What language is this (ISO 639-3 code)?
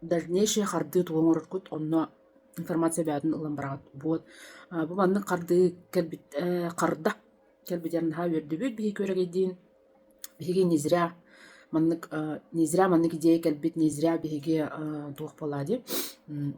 sah